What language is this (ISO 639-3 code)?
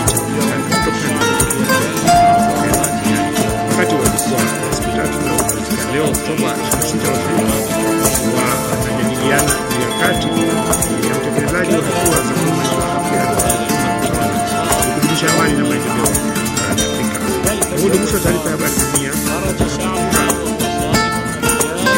swa